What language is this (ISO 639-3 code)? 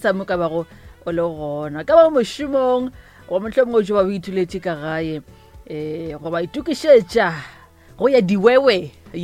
nso